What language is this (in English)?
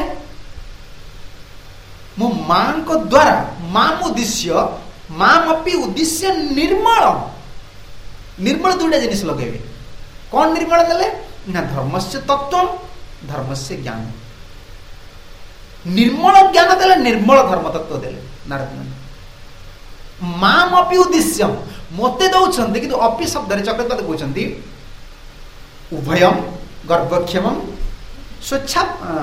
Odia